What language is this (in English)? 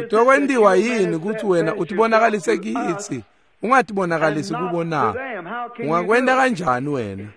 Swati